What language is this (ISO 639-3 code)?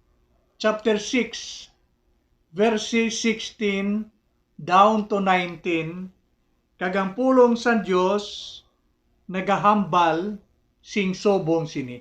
hil